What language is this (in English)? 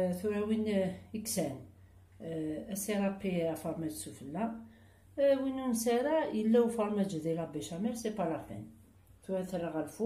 Kabyle